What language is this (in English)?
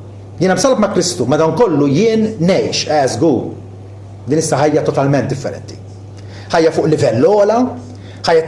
Maltese